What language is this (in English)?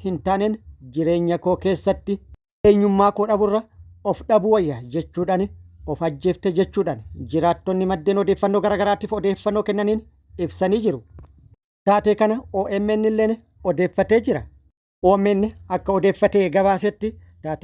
Oromo